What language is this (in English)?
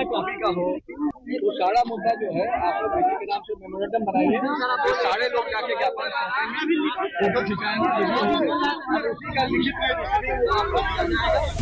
Hindi